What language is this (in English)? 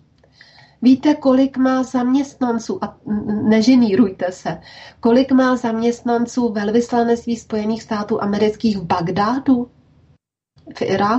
Czech